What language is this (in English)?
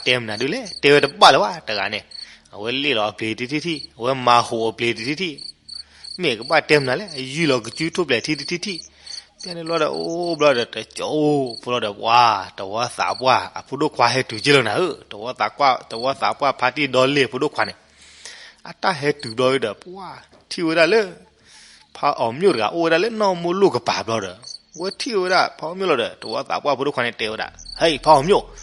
S'gaw Karen